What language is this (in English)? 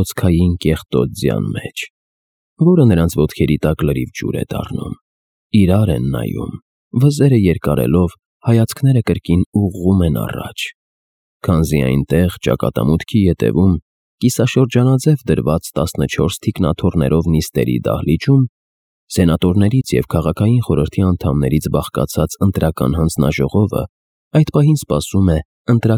Armenian